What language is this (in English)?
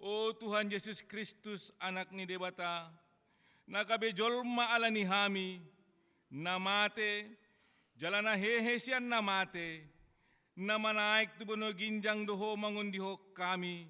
Batak Toba